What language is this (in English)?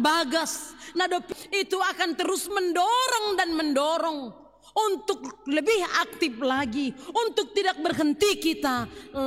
Batak Simalungun